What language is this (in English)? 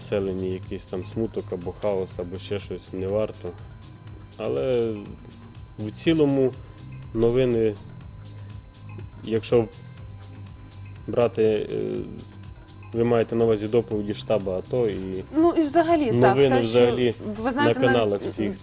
Ukrainian